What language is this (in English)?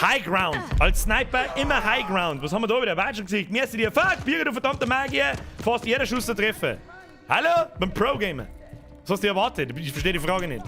Bavarian